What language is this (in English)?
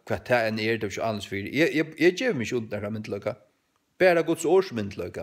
Faroese